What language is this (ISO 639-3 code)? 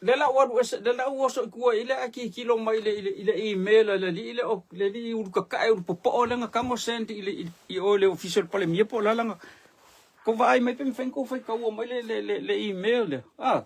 smo